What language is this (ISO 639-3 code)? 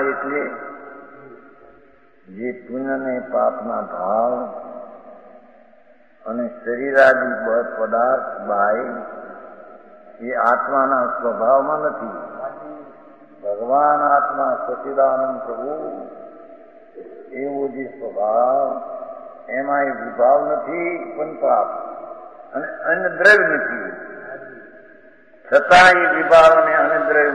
guj